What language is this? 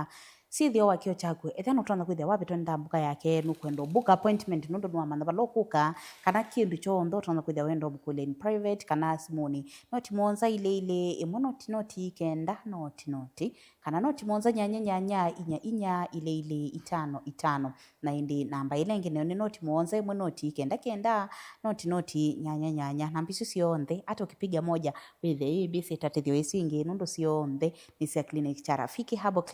Kamba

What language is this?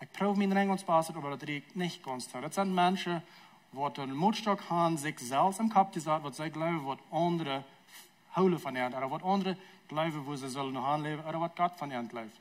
Plautdietsch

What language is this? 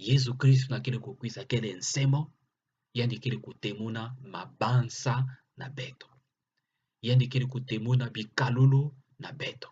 Kituba (Democratic Republic of Congo)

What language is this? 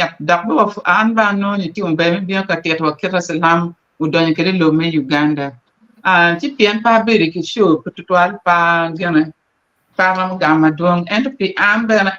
Acoli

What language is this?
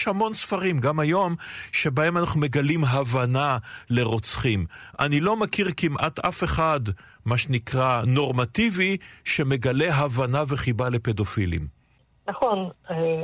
Hebrew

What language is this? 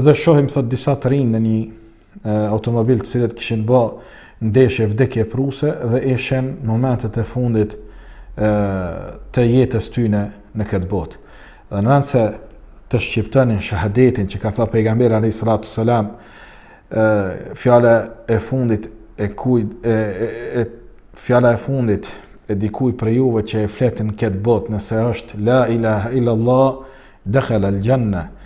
Albanian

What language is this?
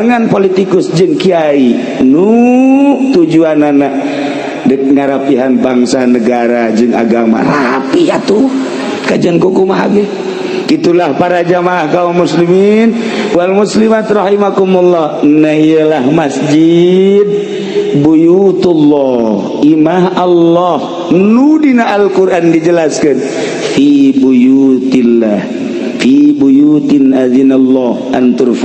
Sundanese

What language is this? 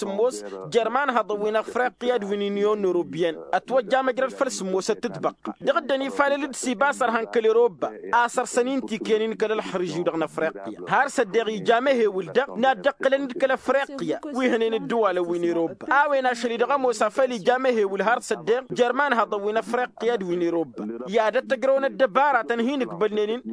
Tamasheq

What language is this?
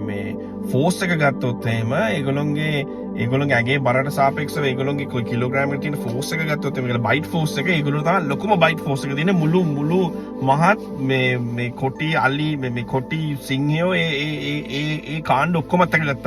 Sinhala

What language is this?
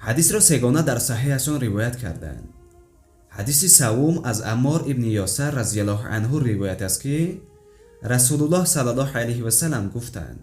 Tajik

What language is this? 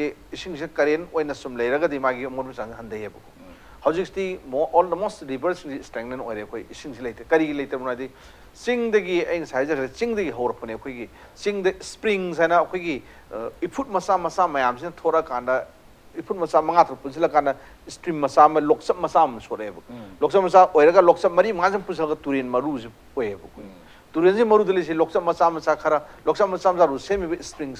Manipuri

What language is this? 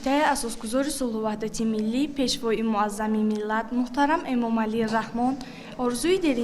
Tajik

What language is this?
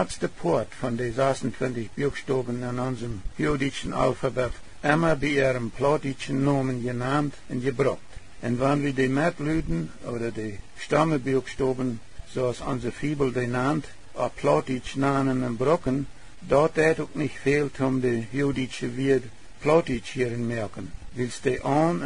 Plautdietsch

